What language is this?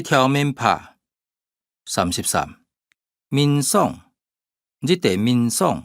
Hakka Chinese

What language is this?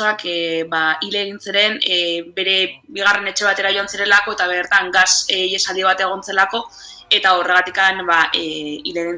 Basque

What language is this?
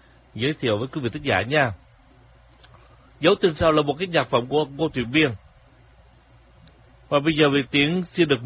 Vietnamese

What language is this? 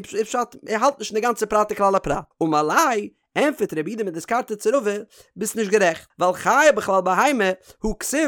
Yiddish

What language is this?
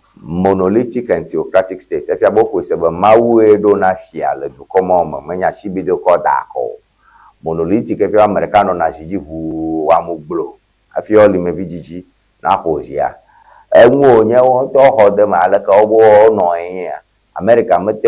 Ewe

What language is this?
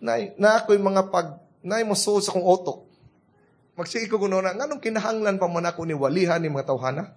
Cebuano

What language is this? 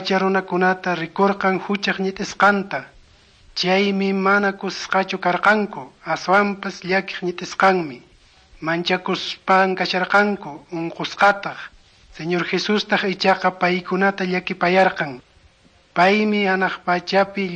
Quechua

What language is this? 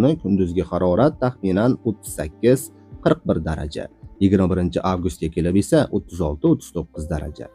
Uzbek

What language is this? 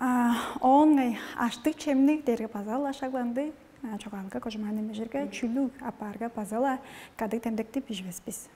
Tuvinian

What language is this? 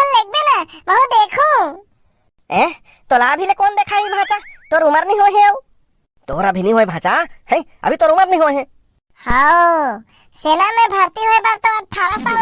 Chhattisgarhi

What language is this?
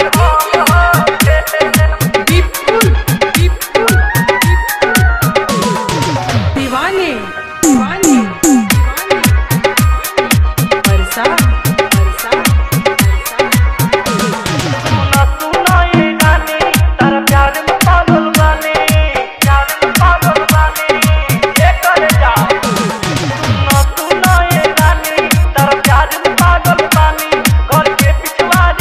Bhojpuri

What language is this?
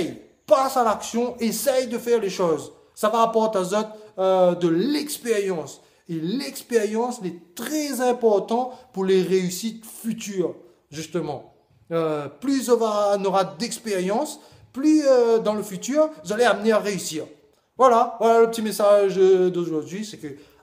Réunion Creole French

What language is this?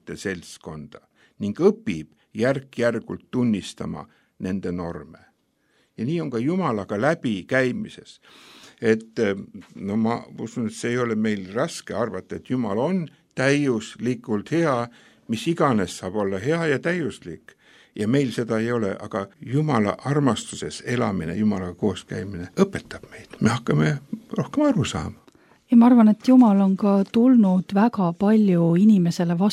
Estonian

